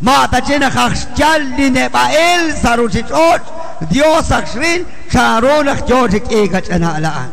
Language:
Kekchí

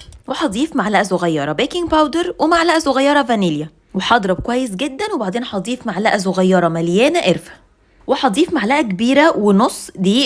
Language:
Egyptian Arabic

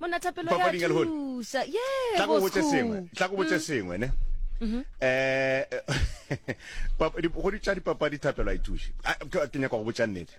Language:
Northern Sotho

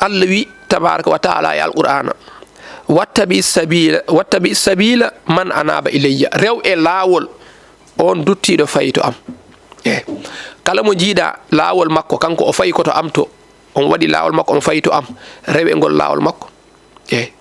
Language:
Fula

